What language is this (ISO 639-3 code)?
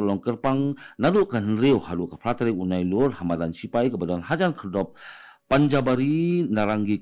kha